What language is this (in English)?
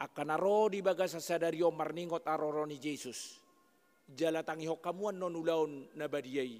Batak Toba